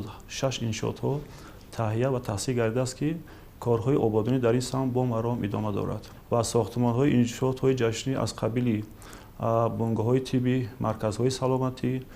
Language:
Tajik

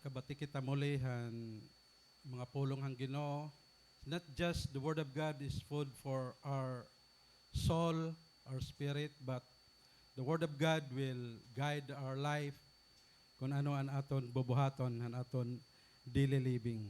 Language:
Waray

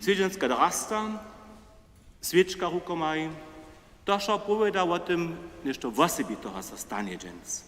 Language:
Upper Sorbian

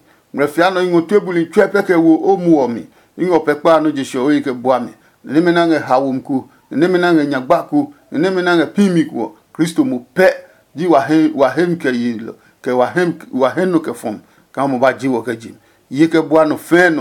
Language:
Adangme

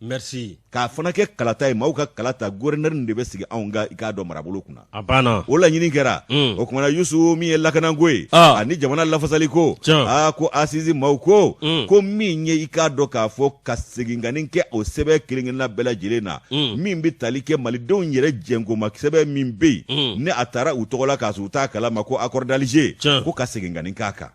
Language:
Bambara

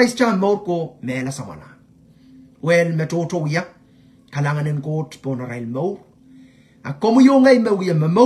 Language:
Pohnpeian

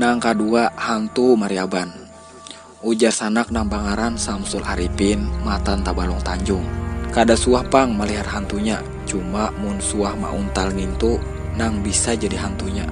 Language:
Banjar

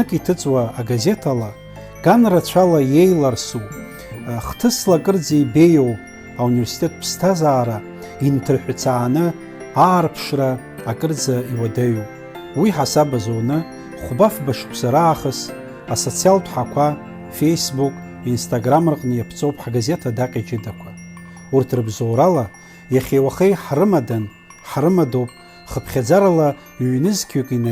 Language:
Abkhazian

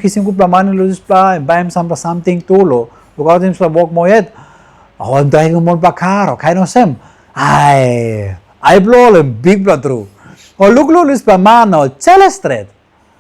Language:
Tok Pisin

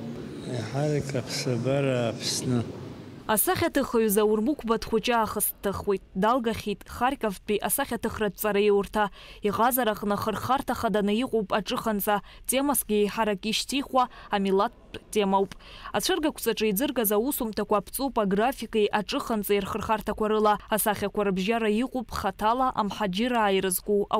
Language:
Abkhazian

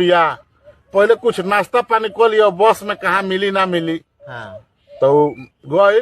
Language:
Bhojpuri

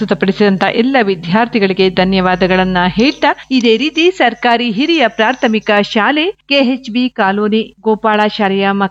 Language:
Kannada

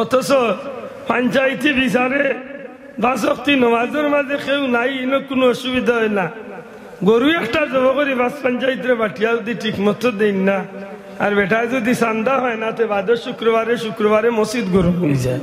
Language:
Sylheti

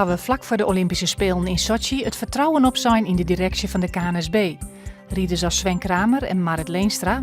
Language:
Western Frisian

